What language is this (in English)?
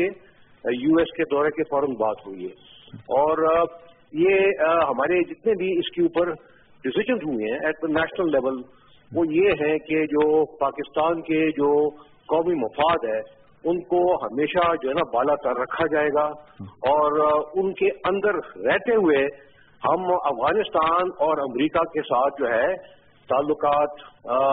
Urdu